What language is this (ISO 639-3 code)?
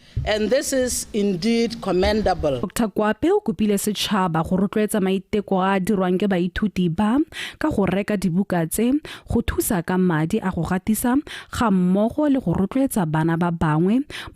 tsn